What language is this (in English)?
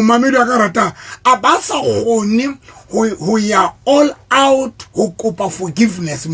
Southern Sotho